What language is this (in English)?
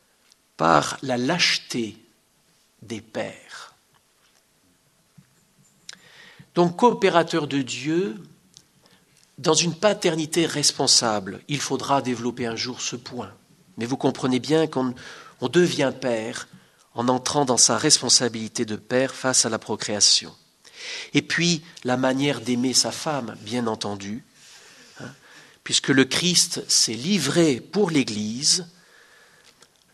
French